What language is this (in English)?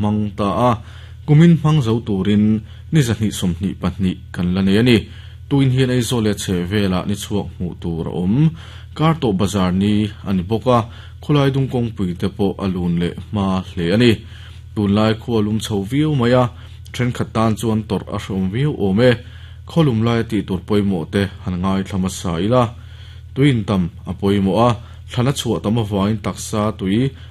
Mizo